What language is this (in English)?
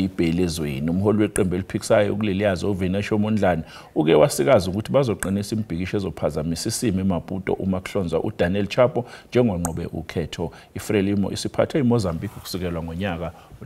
Zulu